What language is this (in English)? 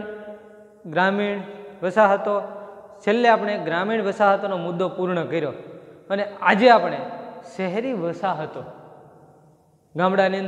Gujarati